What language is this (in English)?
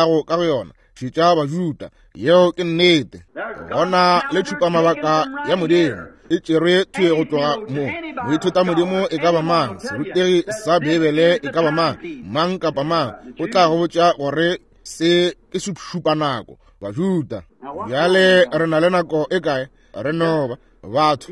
Northern Sotho